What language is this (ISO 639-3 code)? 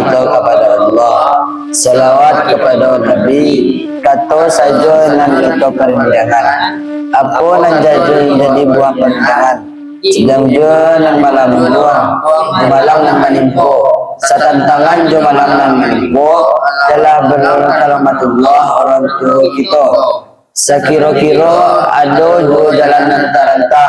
min